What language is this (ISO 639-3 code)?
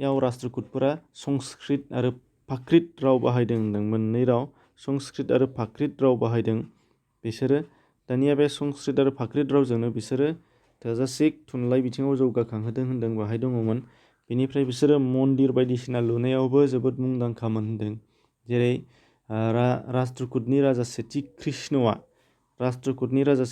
brx